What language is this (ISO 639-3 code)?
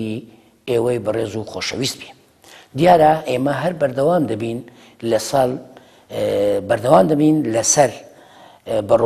ckb